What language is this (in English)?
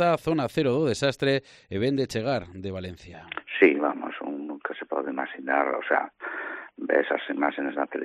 Galician